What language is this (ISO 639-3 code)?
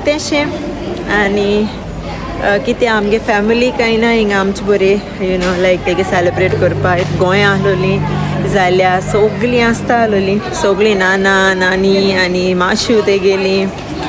kok